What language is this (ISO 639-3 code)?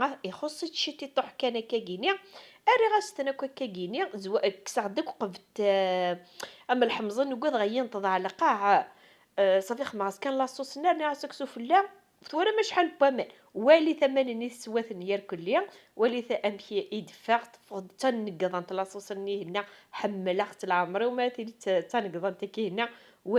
kab